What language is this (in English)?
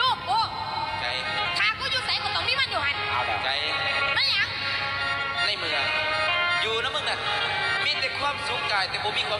Northeastern Thai